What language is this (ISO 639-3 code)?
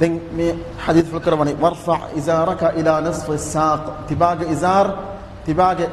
div